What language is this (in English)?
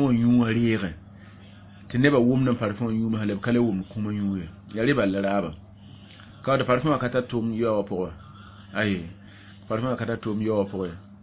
Mossi